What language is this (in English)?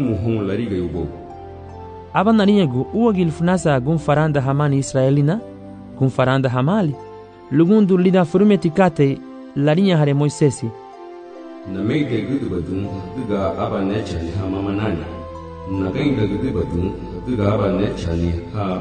Garifuna